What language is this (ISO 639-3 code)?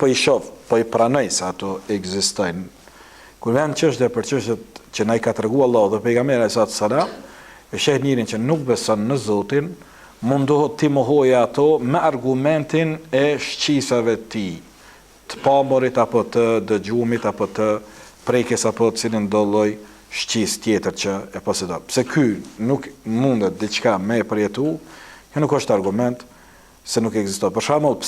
sqi